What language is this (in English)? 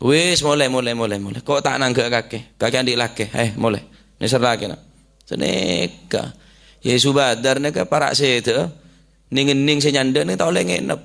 Madurese